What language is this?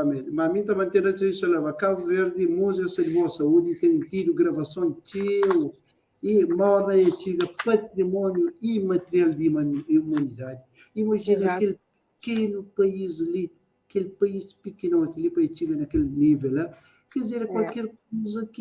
Kabuverdianu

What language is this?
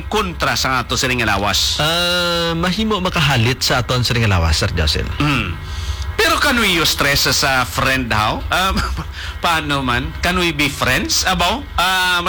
Hiligaynon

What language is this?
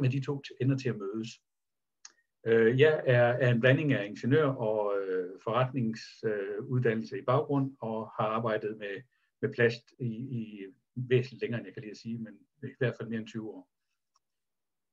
Danish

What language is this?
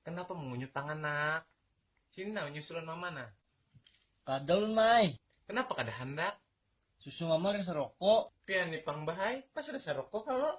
Banjar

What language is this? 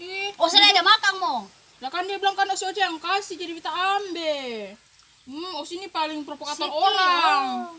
Ambonese Malay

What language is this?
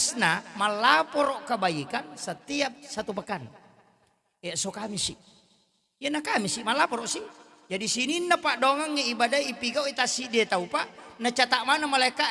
Buginese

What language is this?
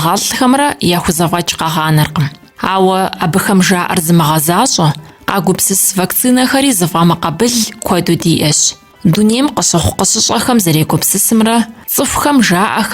Kabardian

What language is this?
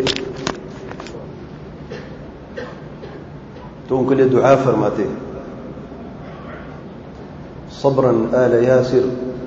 Urdu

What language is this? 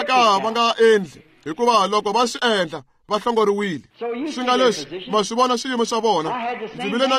Tsonga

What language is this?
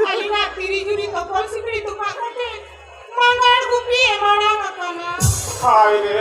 Santali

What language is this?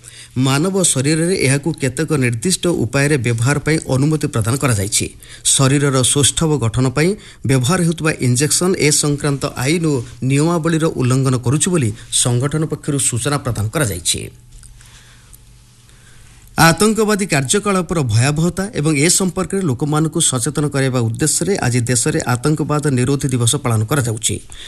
Odia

